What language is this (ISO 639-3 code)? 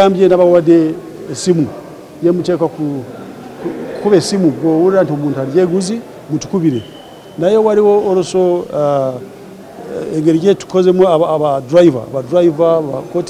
lug